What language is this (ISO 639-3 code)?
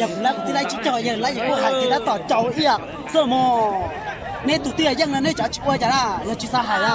hmn